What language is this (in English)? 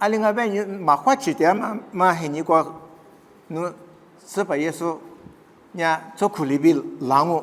Lisu